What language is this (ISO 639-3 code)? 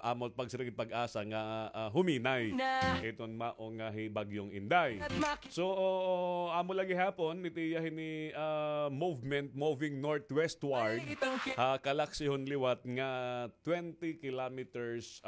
war